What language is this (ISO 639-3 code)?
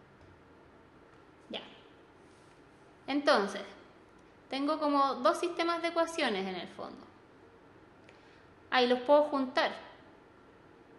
spa